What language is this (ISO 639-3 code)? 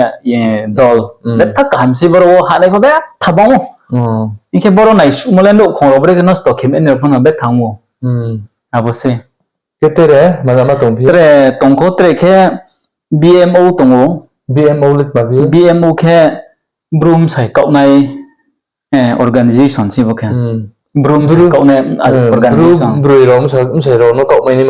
ria